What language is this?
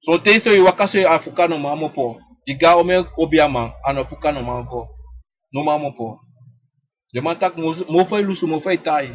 Sranan Tongo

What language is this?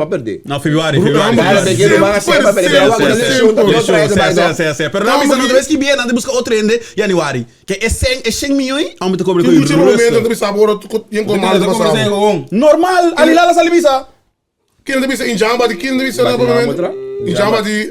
Papiamento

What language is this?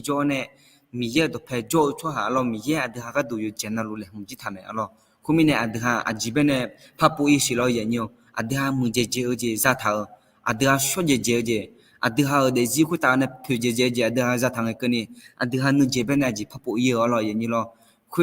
Akha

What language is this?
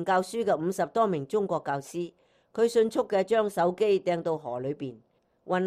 Cantonese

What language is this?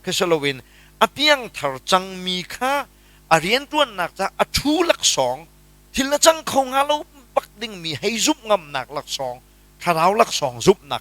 Hakha Chin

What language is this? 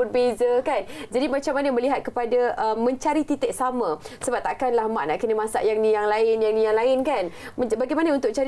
Malay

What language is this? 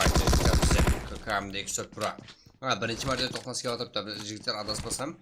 Kara-Kalpak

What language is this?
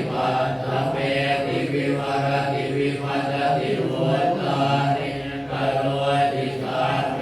Pali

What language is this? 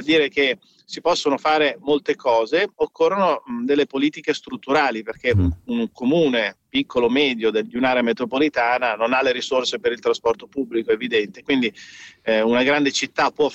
Italian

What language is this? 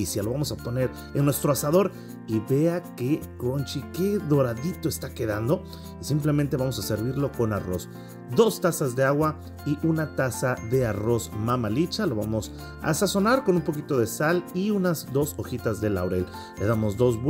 Spanish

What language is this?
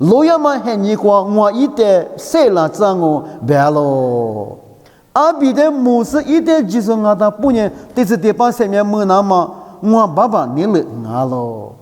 Lisu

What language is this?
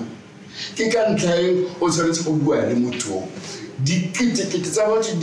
Tswana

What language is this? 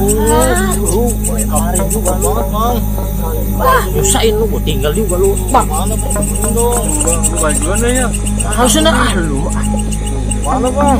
Betawi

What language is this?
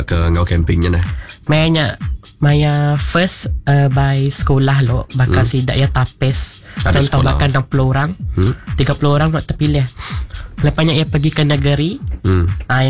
Iban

